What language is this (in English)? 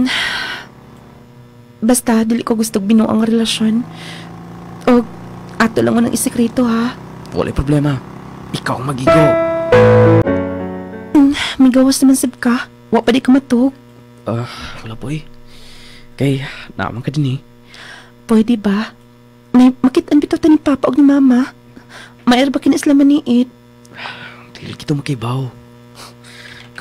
Cebuano